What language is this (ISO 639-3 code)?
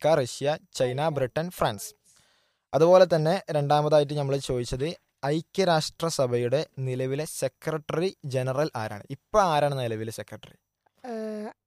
mal